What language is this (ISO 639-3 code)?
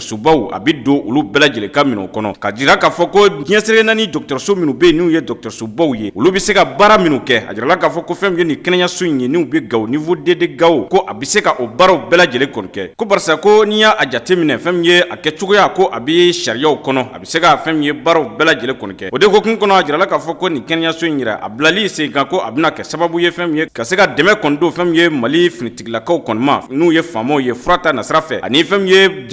bam